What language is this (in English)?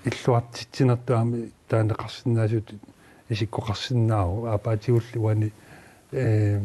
Kalaallisut